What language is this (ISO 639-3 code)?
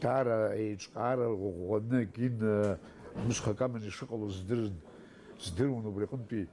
abk